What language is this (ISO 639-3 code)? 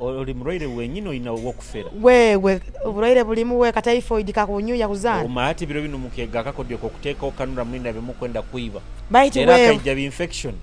nyo